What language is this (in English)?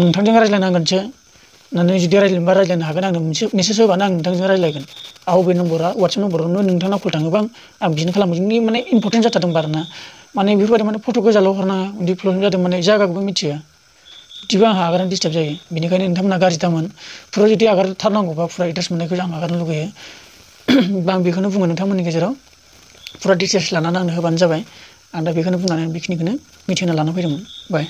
Bodo